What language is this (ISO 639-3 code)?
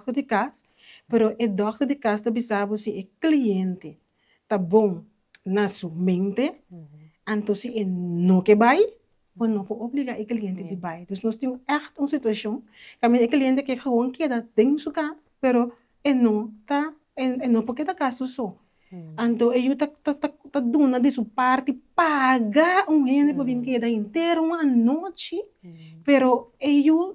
pap